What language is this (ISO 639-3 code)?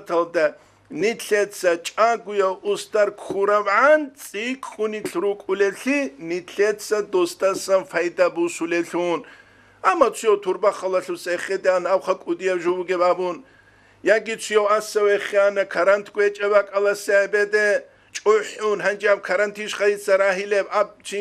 ava